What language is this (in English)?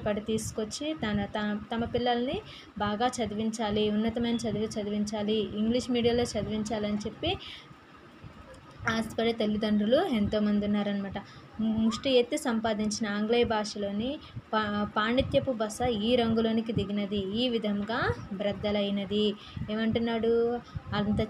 Telugu